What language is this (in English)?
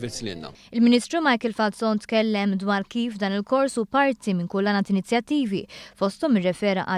Maltese